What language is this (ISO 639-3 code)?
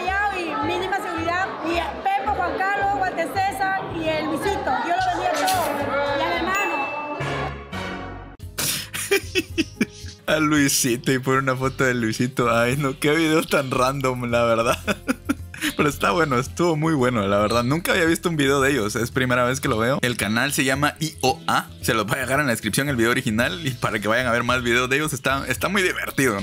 spa